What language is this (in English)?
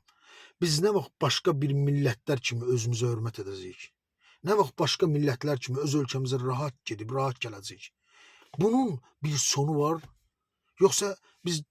Azerbaijani